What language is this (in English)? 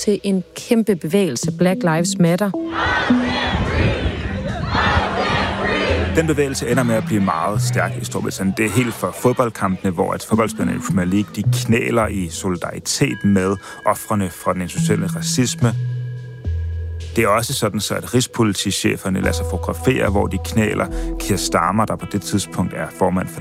Danish